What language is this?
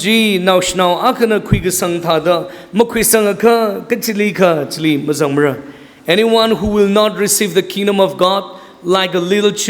Tangkhul Naga (India)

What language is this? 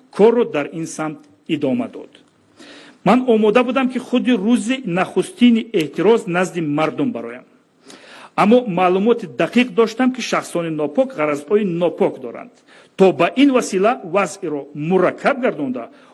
Tajik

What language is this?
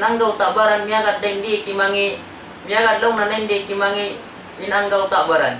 Tausug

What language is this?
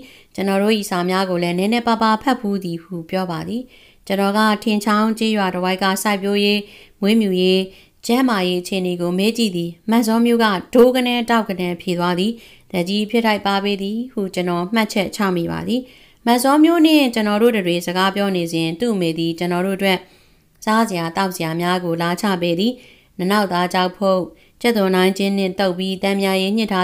Burmese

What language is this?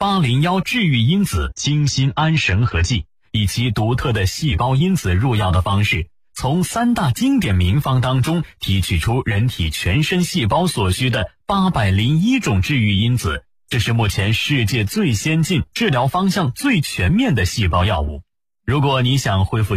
Chinese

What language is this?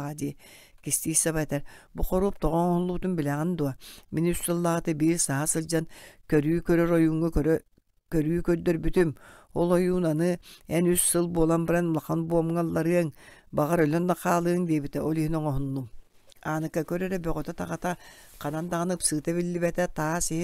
Yakut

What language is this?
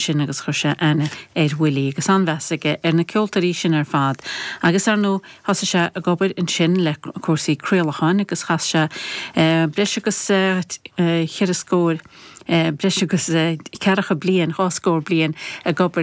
Irish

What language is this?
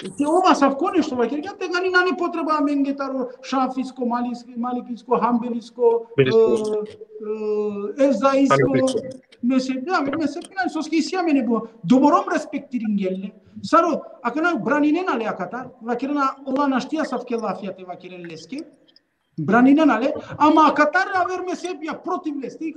Balkan Romani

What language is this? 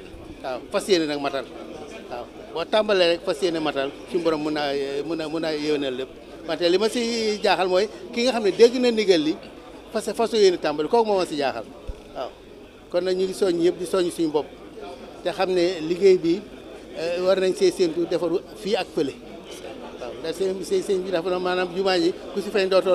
Wolof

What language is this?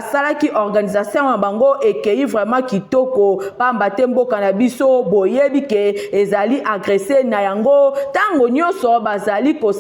Lingala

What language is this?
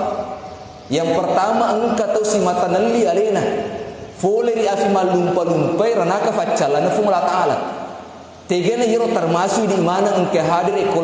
Buginese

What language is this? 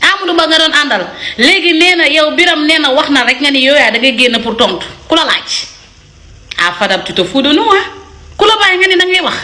Wolof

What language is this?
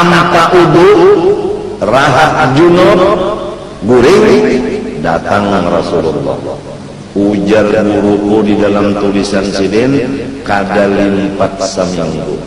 Banjar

